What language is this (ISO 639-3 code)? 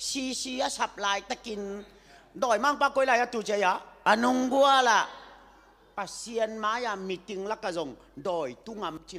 ctd